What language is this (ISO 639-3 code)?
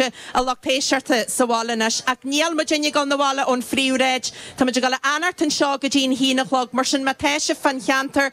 gle